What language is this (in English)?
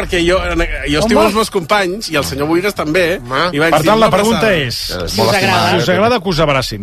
Catalan